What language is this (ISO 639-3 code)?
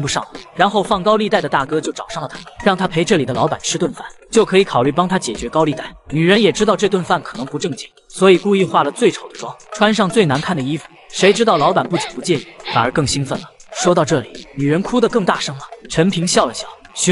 zho